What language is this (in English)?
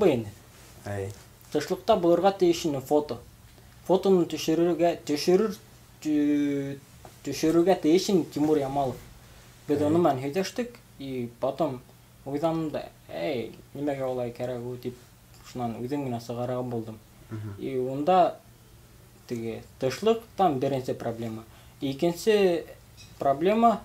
Bashkir